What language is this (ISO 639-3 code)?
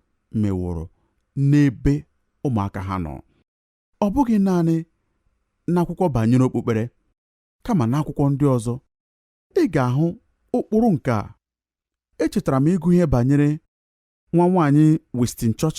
ibo